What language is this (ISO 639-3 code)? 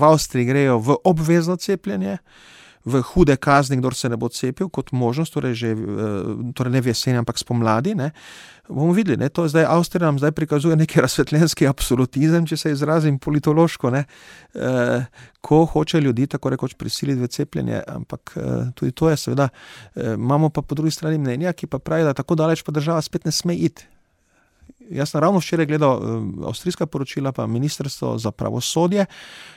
slv